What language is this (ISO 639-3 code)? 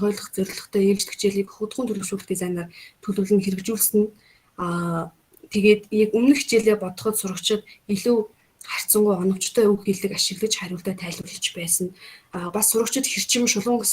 mon